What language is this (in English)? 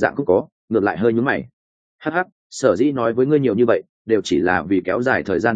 Vietnamese